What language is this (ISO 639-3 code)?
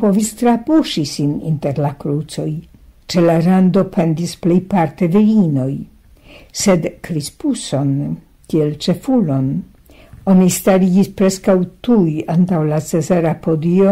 epo